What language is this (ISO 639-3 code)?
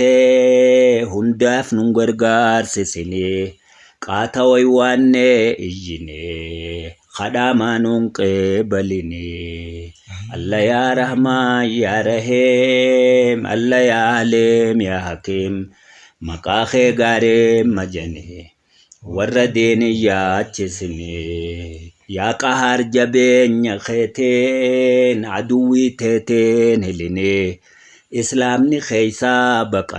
orm